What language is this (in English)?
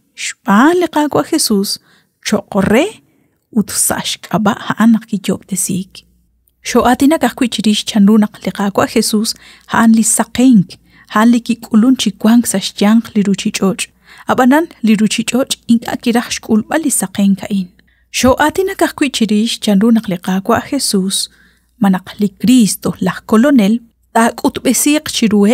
Kekchí